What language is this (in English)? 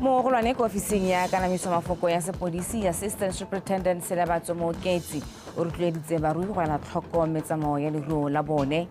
Tswana